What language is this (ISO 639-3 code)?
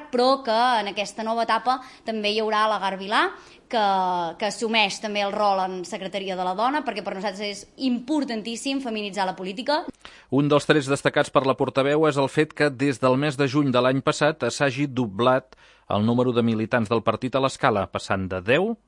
cat